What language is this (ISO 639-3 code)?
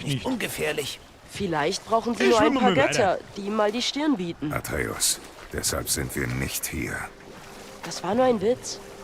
bar